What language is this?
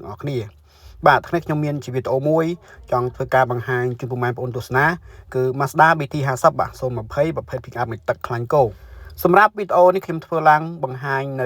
Khmer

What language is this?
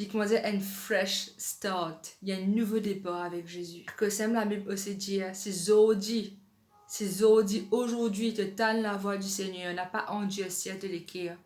Morisyen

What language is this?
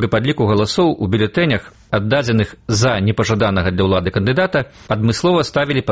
Belarusian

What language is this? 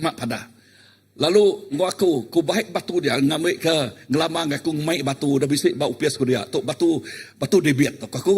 Iban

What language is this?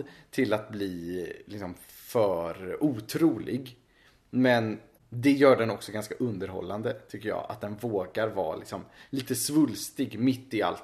Swedish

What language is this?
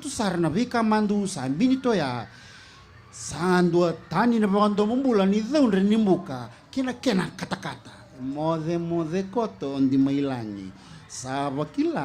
Fijian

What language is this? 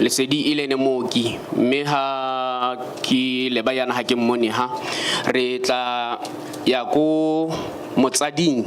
Tswana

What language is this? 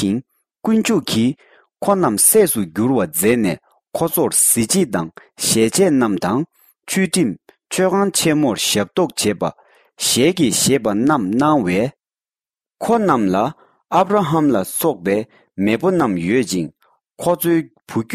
Tibetan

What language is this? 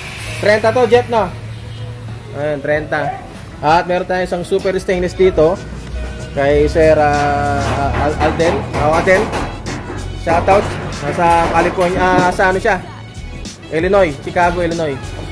Filipino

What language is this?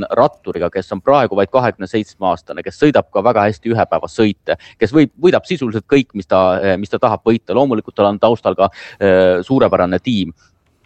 Estonian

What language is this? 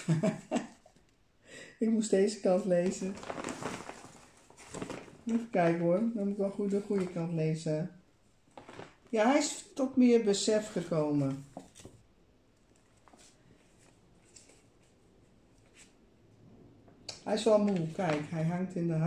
Dutch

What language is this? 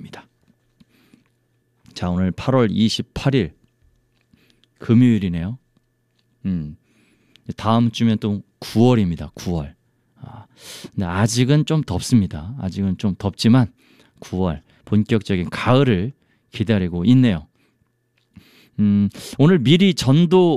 Korean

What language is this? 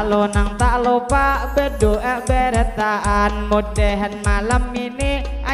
Banjar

